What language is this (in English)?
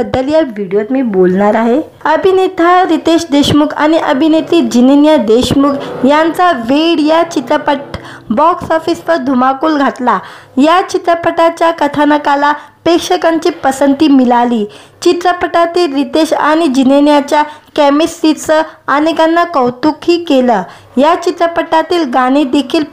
Marathi